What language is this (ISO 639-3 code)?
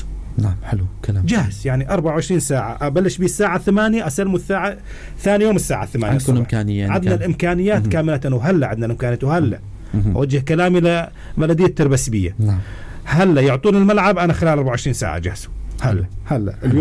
apc